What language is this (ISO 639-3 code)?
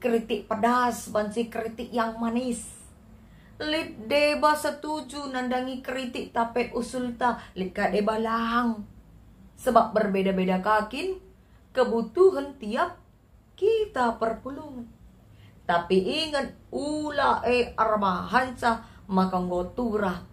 btx